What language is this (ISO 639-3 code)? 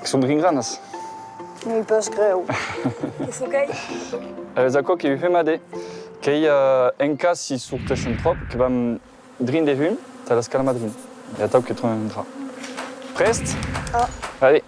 oci